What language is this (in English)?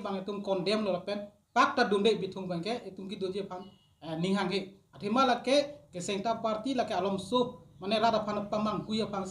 Karbi